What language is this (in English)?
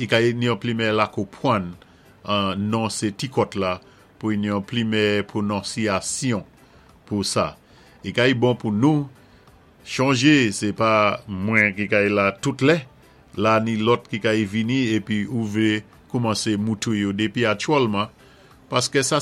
Saint Lucian Creole French